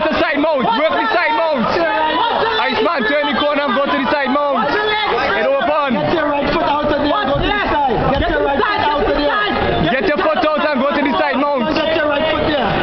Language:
Jamaican Creole English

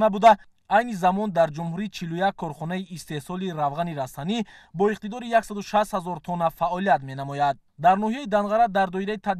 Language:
Tajik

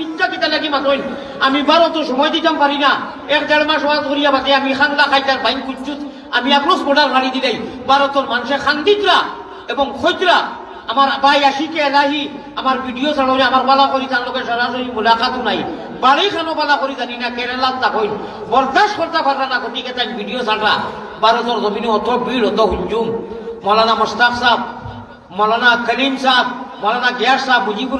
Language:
Sylheti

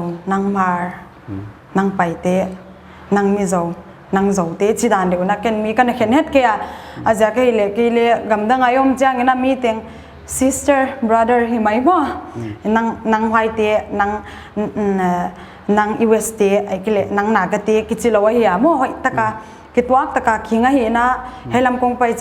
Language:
Paite Chin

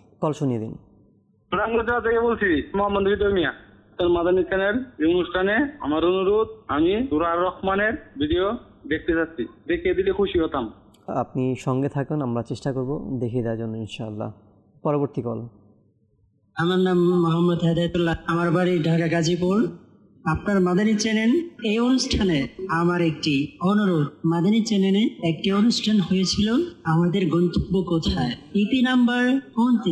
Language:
Bangla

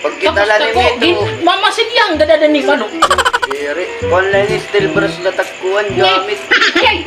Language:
Waray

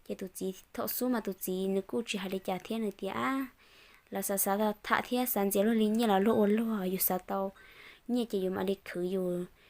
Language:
Hmong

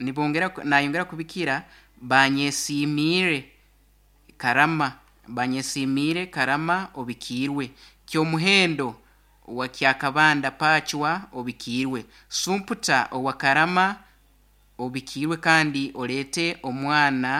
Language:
Nyoro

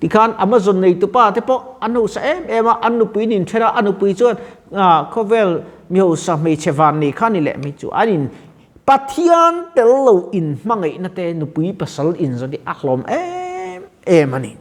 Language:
Mizo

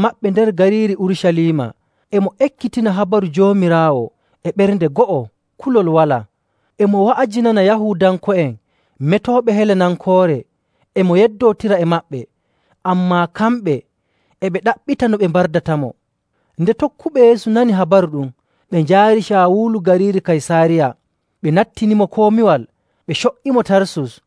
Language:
Nigerian Fulfulde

